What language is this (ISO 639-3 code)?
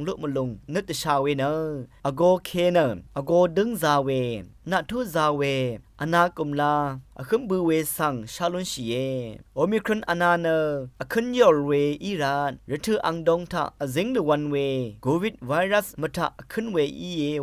raw